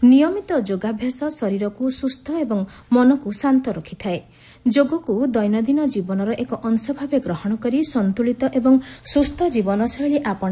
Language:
Odia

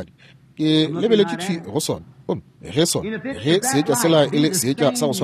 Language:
Northern Sotho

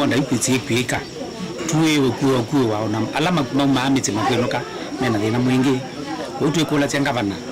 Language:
Kamba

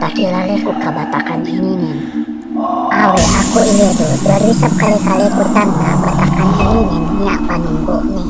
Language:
Yakan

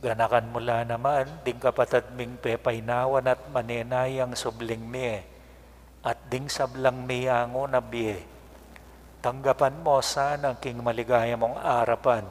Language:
Pampanga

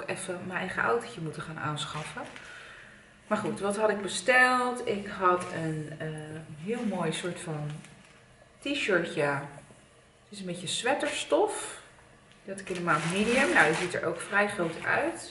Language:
Dutch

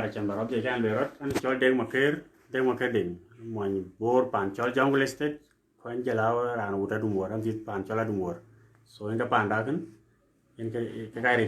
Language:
Dinka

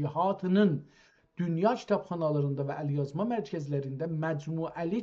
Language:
South Azerbaijani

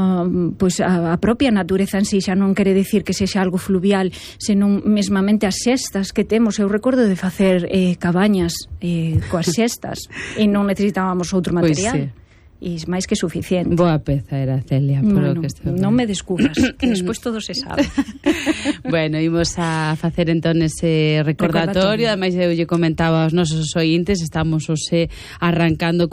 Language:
Galician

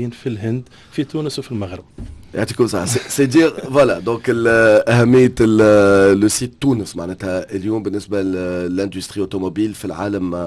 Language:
Tunisian Arabic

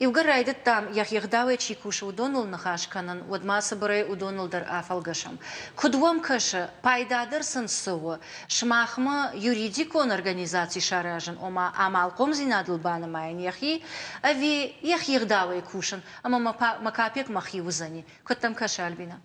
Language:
Ossetic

